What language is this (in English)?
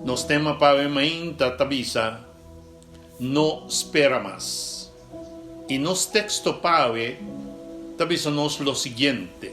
Papiamento